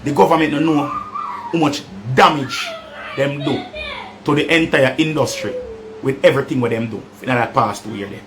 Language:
Jamaican Creole English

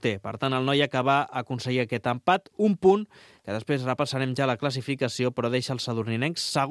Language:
Catalan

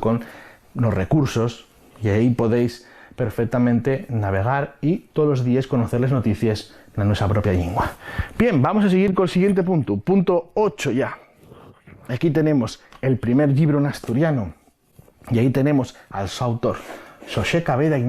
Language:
Asturian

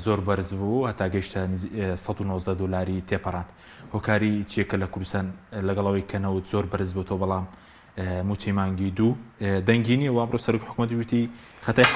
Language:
Central Kurdish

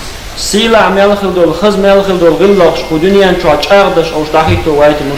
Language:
Chechen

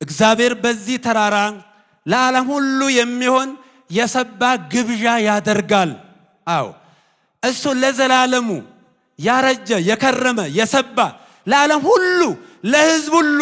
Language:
Amharic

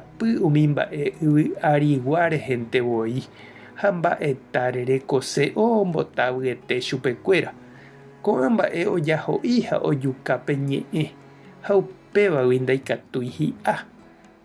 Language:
Guarani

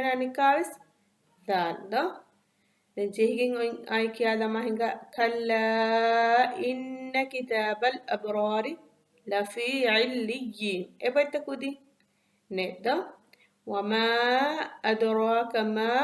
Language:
Divehi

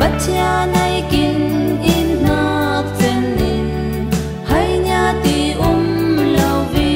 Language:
Falam Chin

